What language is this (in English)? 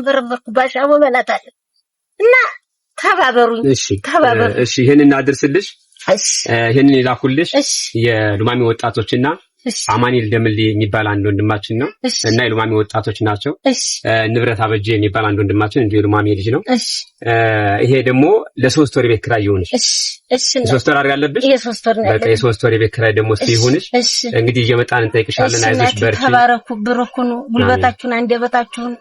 Amharic